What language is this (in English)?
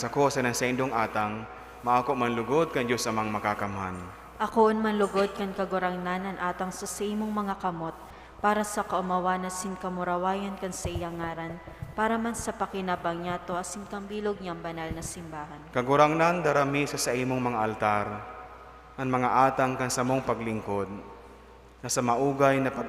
Bikol